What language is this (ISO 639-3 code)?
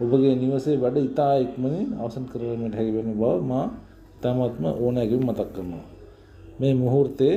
sin